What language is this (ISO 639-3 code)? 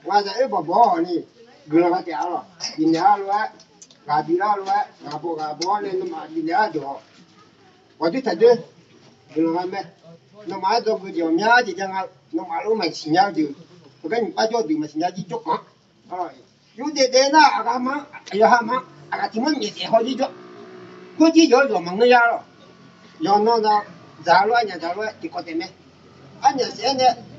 ahk